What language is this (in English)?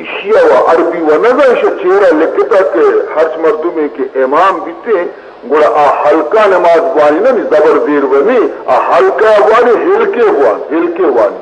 Baluchi